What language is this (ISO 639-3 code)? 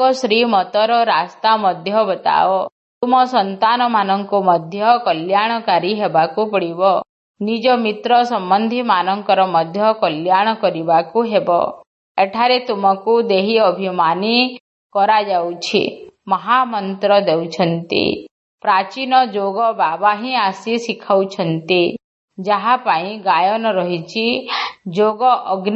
ori